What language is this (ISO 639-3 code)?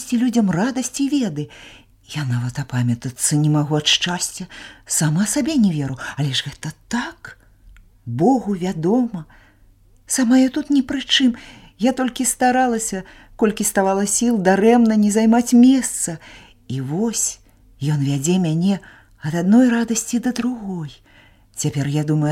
bel